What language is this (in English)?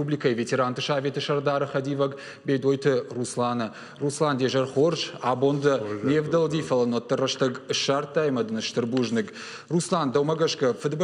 Ossetic